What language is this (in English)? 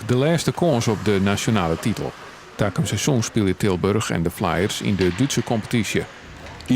Western Frisian